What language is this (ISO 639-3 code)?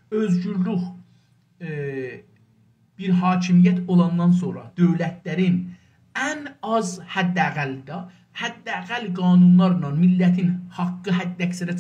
azb